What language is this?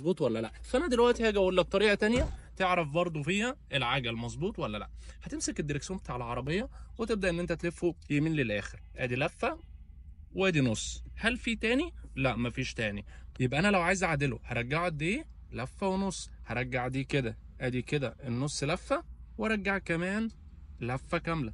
Egyptian Arabic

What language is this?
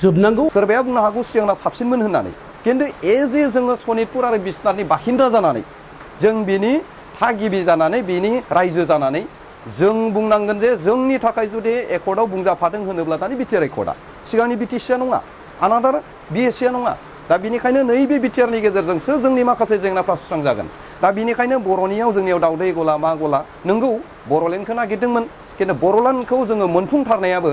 Bodo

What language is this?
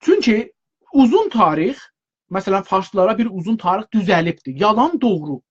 South Azerbaijani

